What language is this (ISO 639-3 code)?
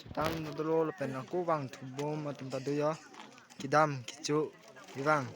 mjw